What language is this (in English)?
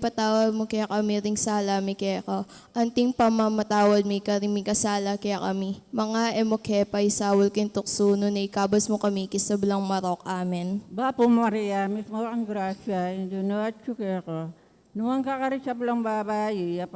Pampanga